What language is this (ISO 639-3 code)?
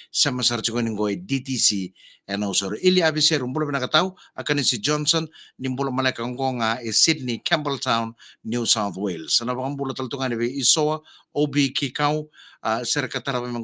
fij